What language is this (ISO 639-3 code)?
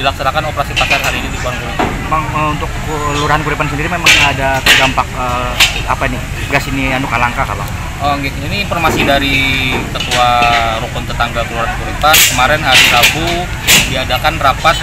bjn